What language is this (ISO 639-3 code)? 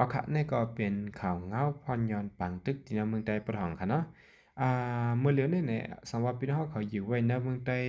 shn